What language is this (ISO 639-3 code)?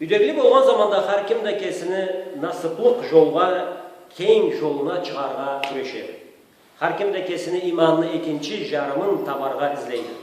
krc